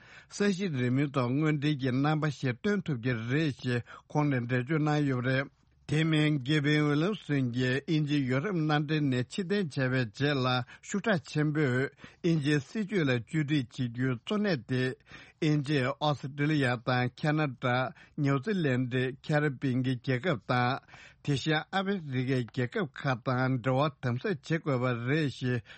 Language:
Tibetan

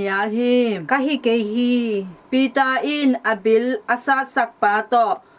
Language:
Tedim Chin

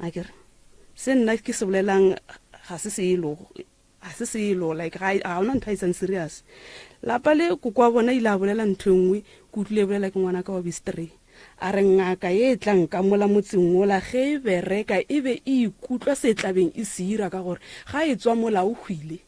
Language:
Northern Sotho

